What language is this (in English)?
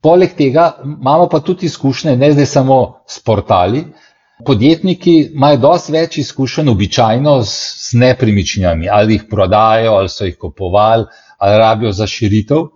Slovenian